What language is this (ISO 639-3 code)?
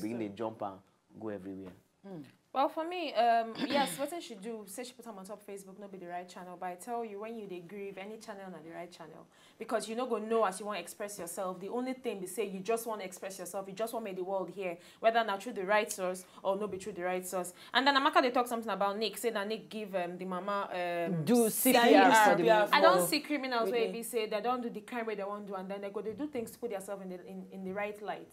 pcm